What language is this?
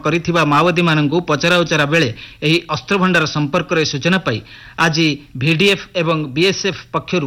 Odia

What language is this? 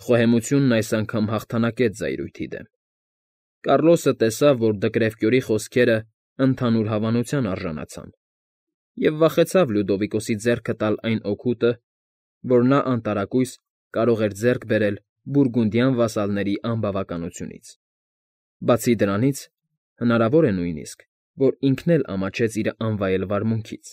Armenian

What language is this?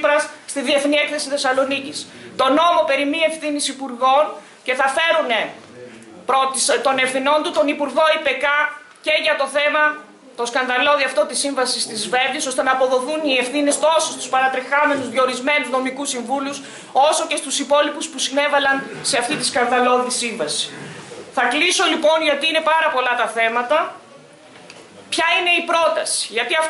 Greek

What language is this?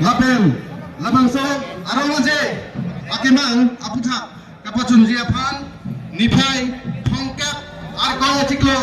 Karbi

